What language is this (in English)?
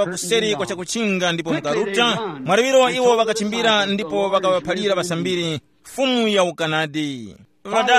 Tumbuka